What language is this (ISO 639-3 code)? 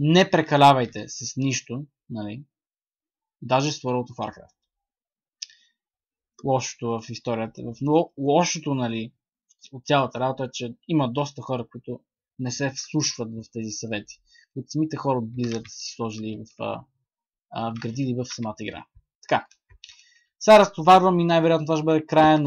bul